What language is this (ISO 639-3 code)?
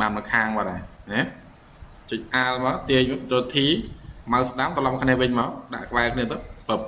khm